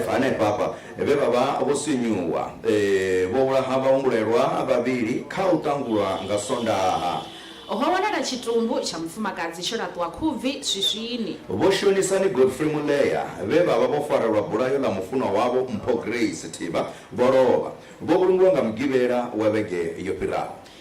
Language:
Venda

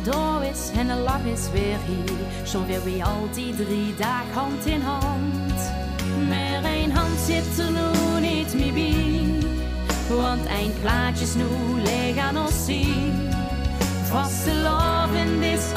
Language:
Limburgish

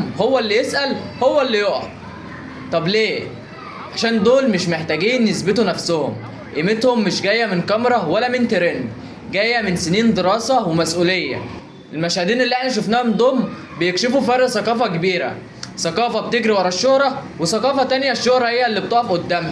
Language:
Egyptian Arabic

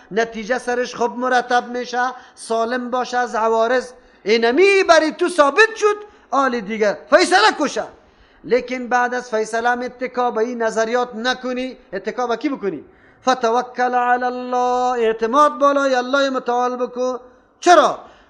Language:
Persian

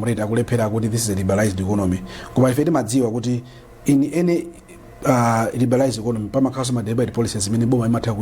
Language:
Nyanja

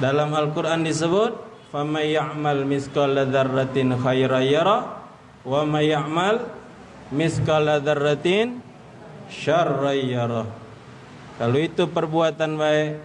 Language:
Musi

